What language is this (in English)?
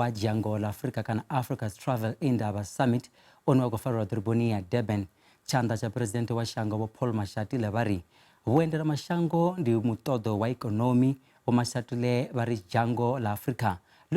Venda